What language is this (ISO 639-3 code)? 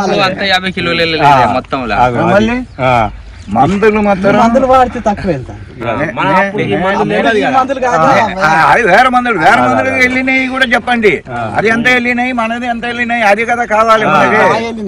tel